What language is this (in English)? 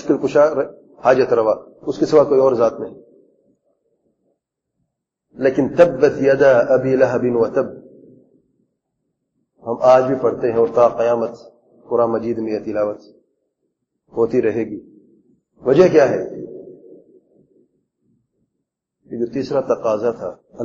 Urdu